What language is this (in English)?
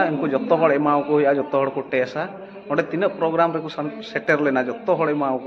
Santali